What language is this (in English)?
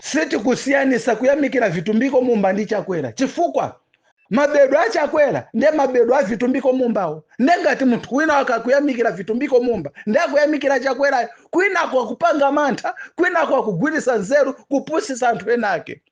Nyanja